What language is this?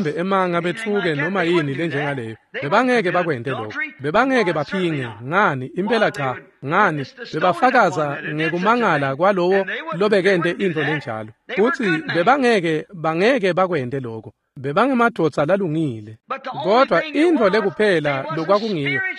Swati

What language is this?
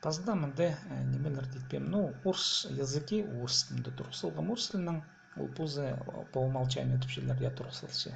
Khakas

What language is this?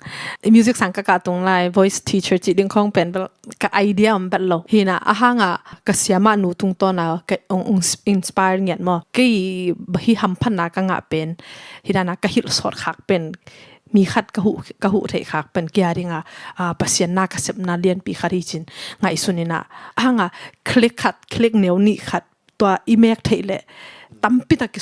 Tedim Chin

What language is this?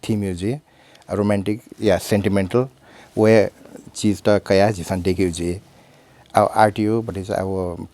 Newari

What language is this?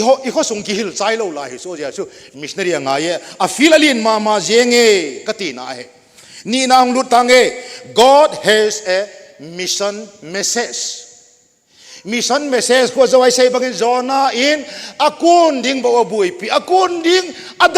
Thado Chin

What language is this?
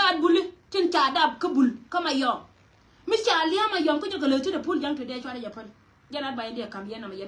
Nuer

